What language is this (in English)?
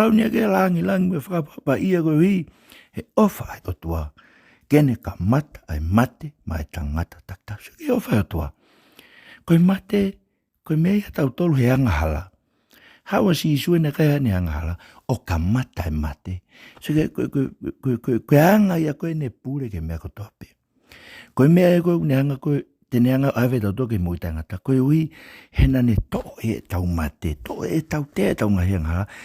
Tongan